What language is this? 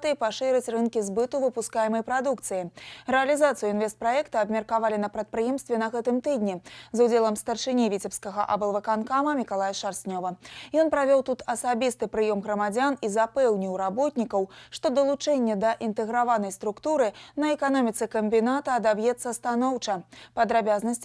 Belarusian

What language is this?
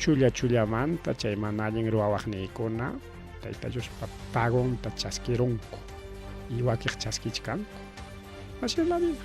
Ayacucho Quechua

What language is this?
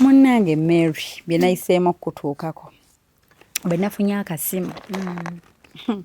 Ganda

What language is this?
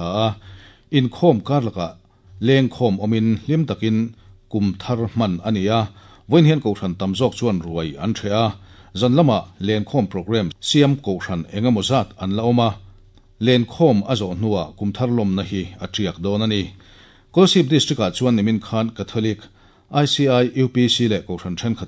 Mizo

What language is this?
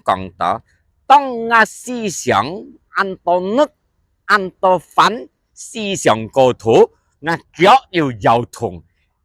Hakka Chinese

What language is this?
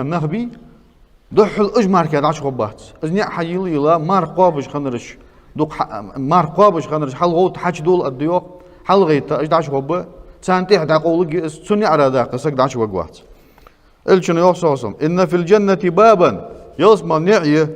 Ingush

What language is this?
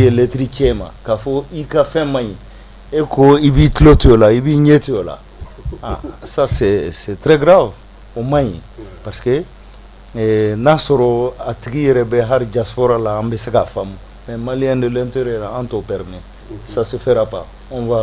Bambara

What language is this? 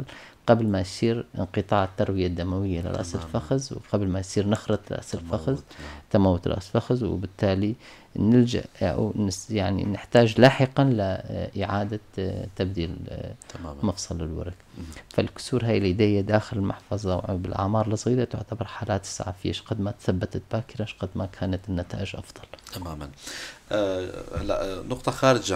North Levantine Arabic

